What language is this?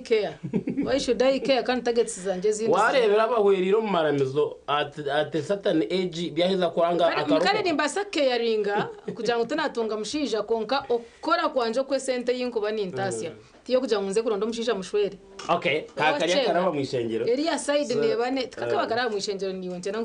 Nyankole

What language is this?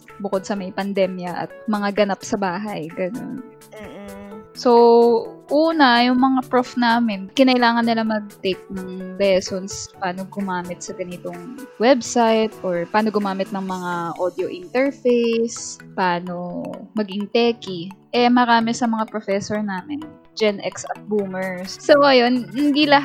Filipino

